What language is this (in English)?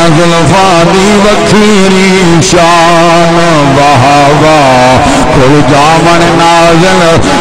Saraiki